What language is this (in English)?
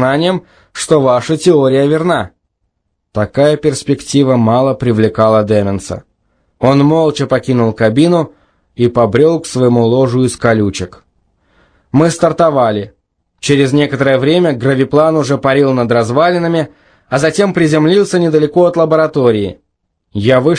Russian